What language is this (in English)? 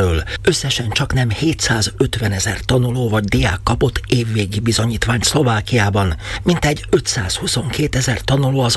Hungarian